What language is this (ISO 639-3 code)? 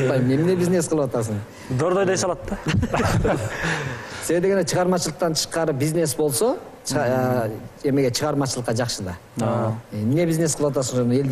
kir